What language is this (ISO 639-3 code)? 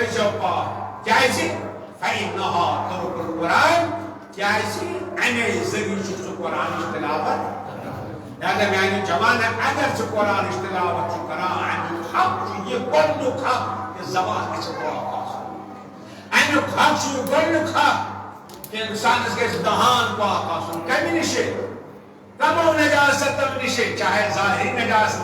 kas